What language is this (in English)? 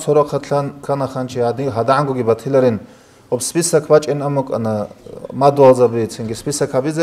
Avaric